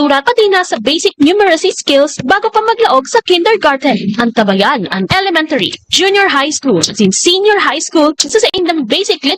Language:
Bikol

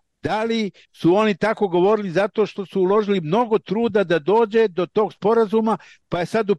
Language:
Serbian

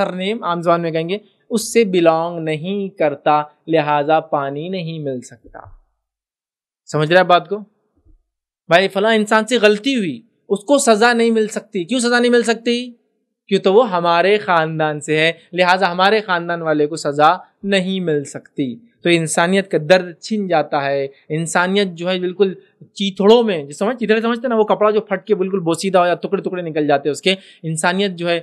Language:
Urdu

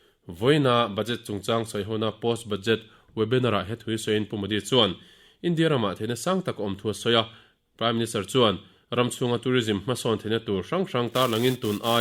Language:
Mizo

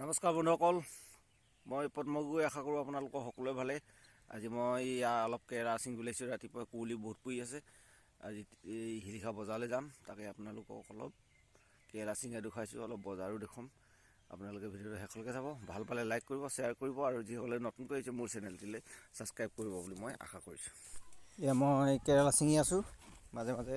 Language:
Assamese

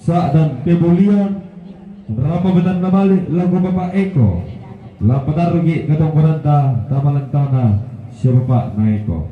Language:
Toraja-Sa'dan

